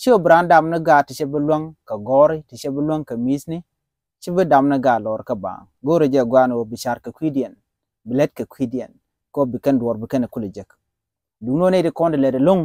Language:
Nuer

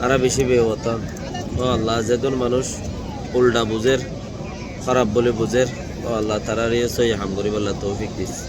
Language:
Rohingya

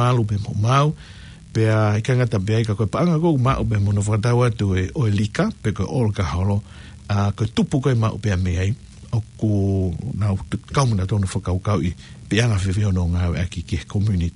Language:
Tongan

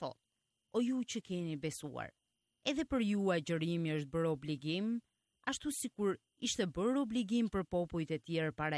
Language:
Albanian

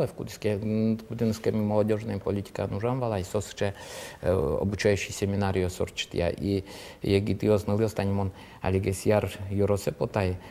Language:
Udmurt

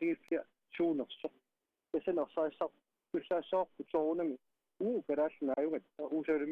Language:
Kalaallisut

